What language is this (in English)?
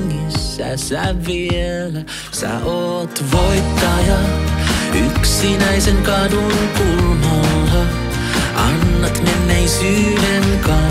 Finnish